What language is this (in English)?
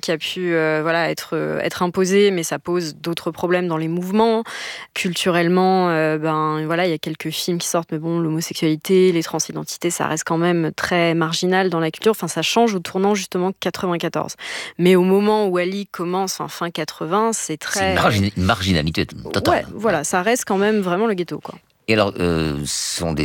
French